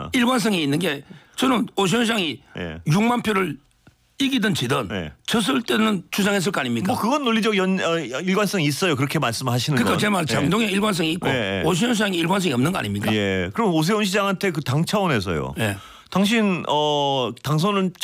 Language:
Korean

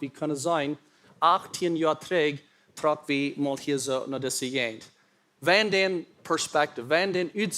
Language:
Plautdietsch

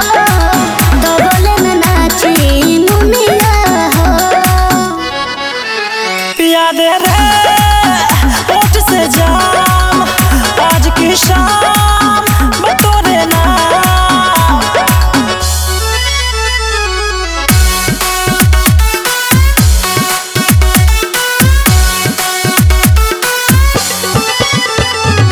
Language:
Bhojpuri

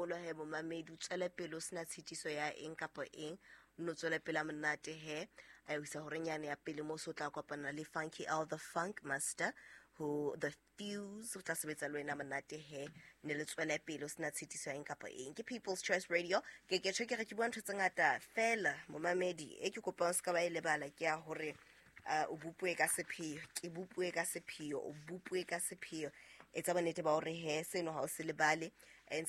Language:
Southern Sotho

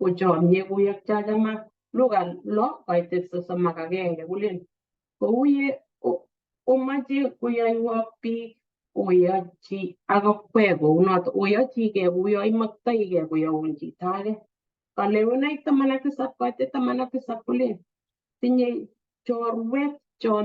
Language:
Kalenjin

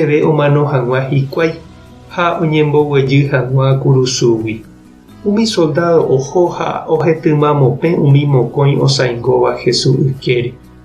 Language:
Guarani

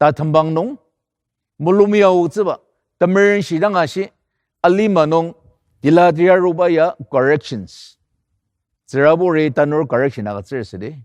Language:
Ao Naga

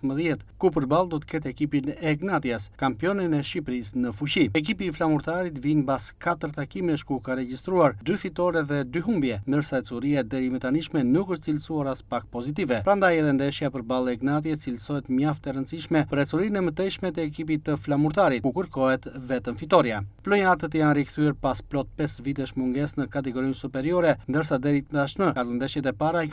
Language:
Albanian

